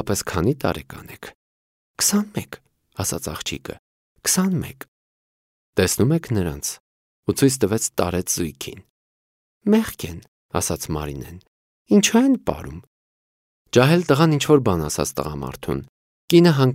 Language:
Armenian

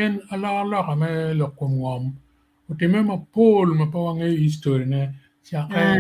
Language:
Acoli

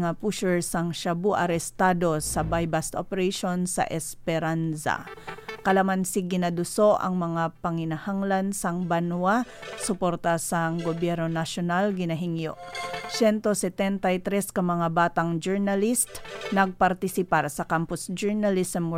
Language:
Hiligaynon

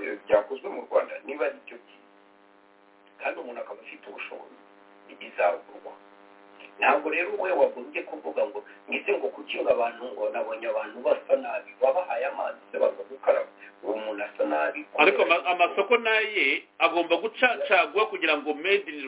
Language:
Kinyarwanda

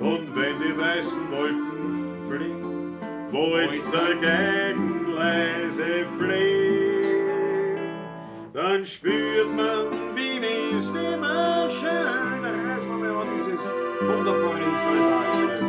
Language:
Bavarian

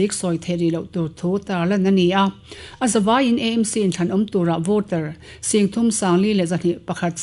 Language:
Mizo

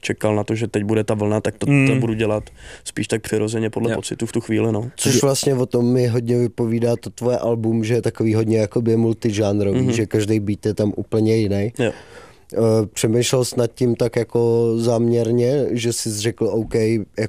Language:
Czech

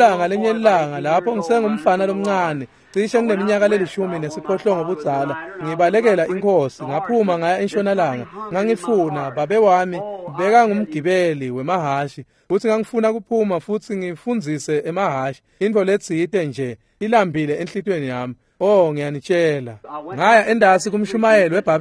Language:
Swati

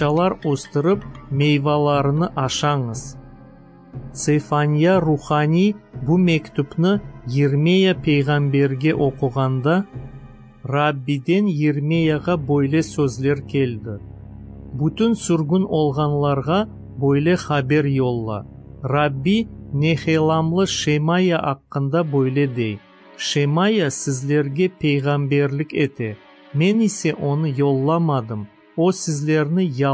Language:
Crimean Tatar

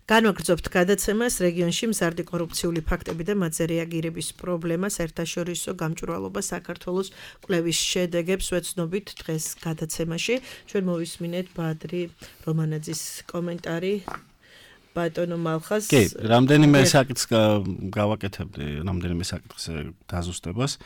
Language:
Georgian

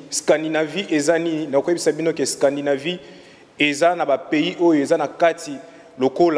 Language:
Lingala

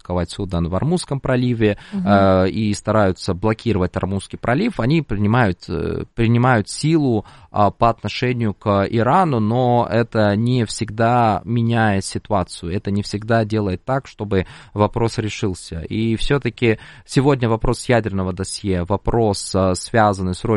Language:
Russian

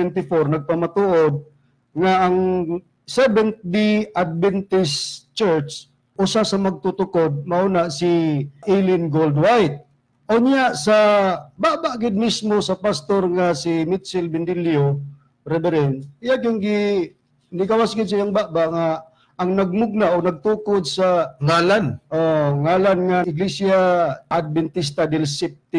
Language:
Cebuano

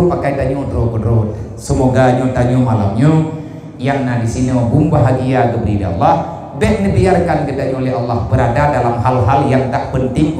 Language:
Achinese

